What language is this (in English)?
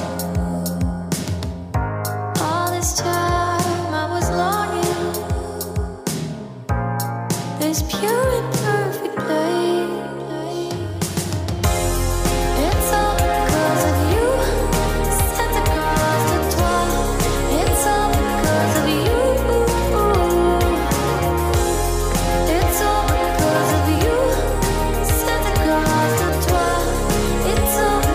Italian